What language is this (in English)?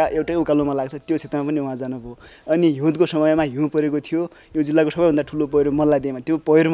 Nepali